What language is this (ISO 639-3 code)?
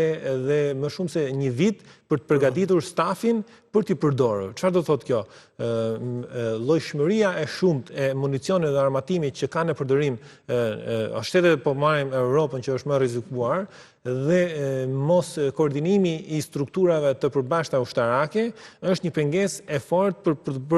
sqi